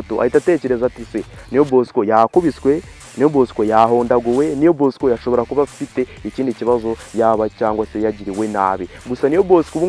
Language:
Kinyarwanda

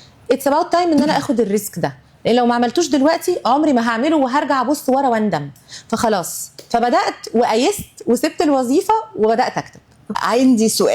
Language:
Egyptian Arabic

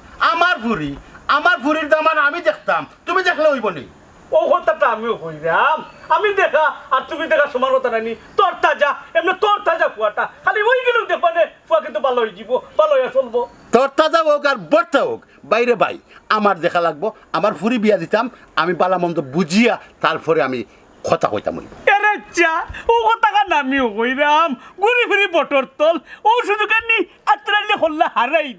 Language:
Sylheti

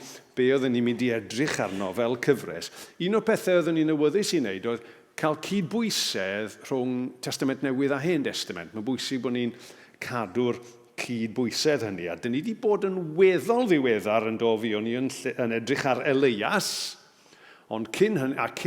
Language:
Welsh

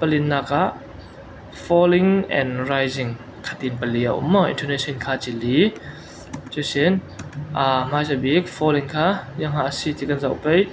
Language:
Falam Chin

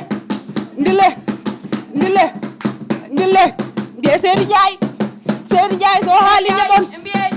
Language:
Fula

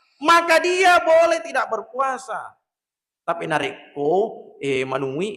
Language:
Buginese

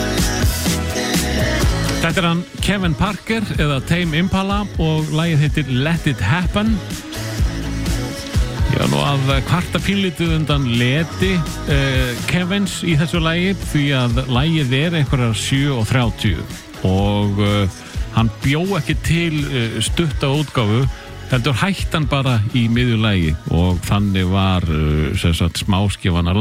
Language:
Icelandic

